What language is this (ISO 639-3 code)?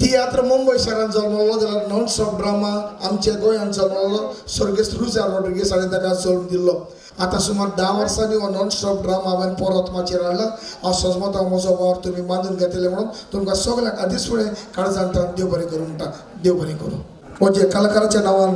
kok